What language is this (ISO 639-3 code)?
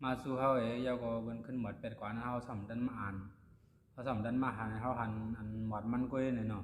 shn